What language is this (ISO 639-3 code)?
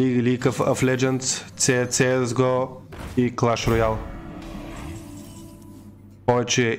bul